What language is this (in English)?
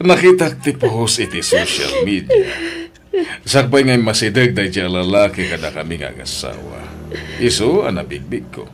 Iloko